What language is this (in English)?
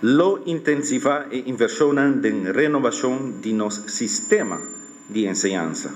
Papiamento